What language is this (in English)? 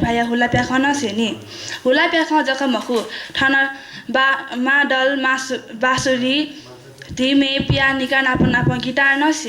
Newari